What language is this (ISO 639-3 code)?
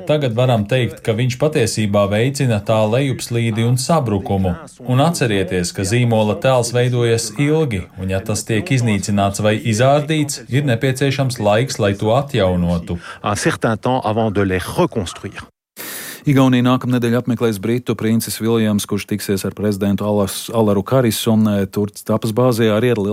lav